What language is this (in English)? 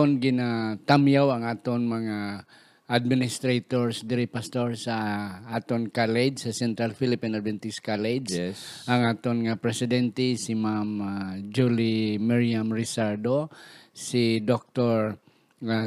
Hiligaynon